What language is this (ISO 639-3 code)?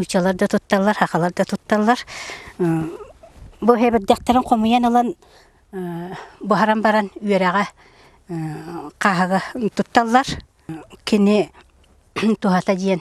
sah